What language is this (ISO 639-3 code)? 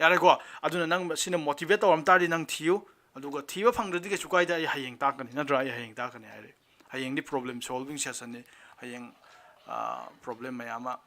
mni